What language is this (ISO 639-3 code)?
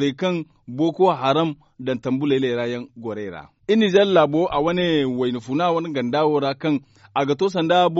dje